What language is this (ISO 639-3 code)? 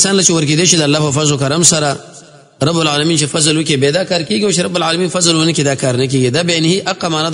pus